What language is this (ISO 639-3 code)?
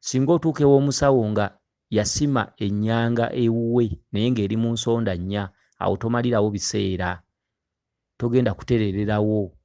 lug